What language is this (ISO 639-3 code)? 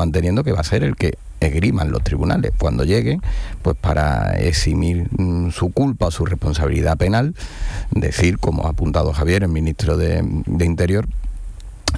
spa